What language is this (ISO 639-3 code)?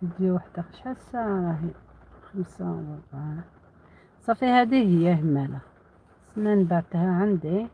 arq